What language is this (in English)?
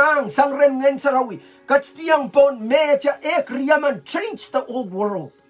Pohnpeian